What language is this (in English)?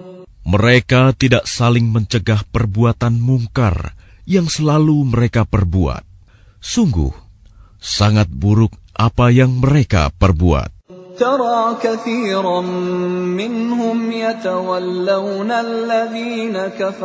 Indonesian